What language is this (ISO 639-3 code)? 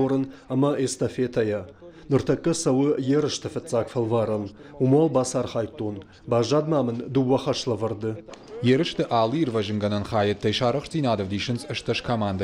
oss